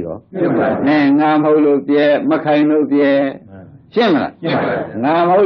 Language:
Burmese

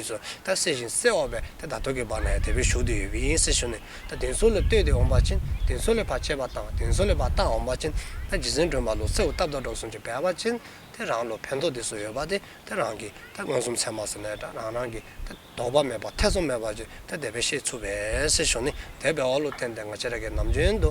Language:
Dzongkha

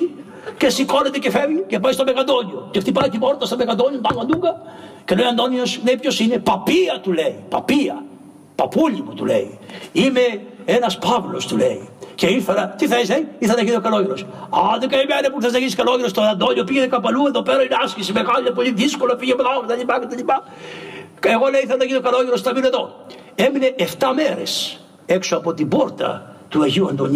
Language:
Greek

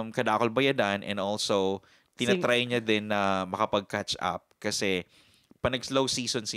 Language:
Bikol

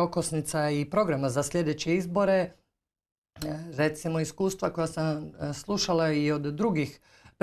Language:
Croatian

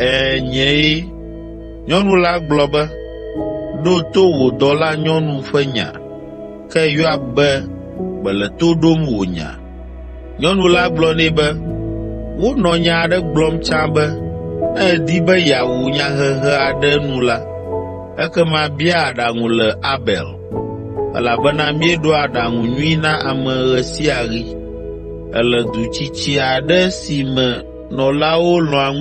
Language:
Ewe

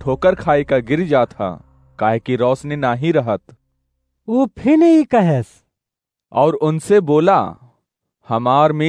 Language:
Awadhi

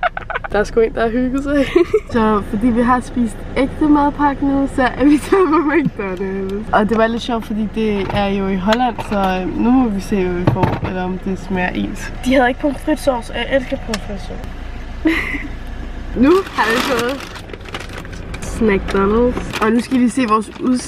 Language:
Danish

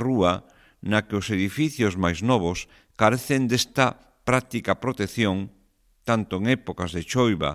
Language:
Galician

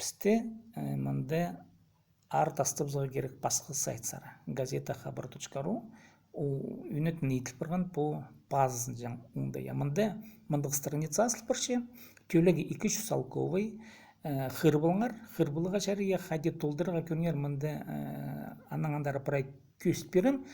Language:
Khakas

